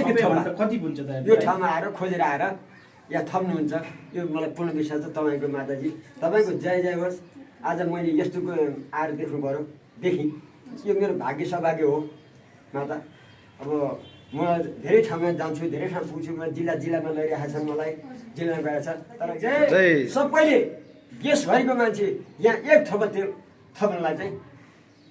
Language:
Nepali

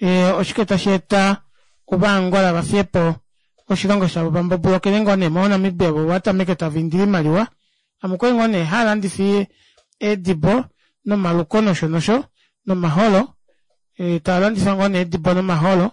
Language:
Kuanyama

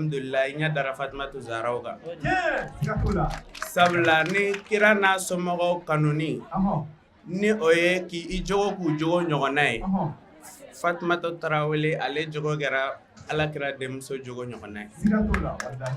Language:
Bambara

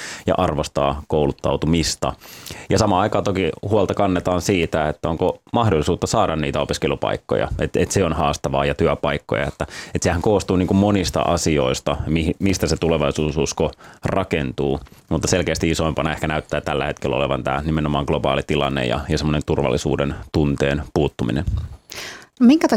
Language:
Finnish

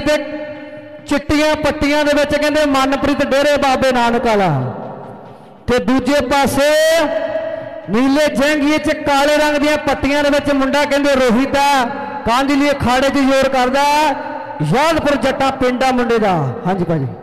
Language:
Punjabi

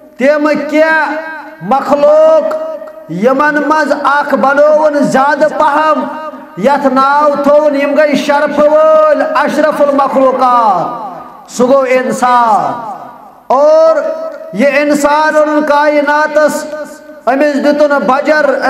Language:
Kashmiri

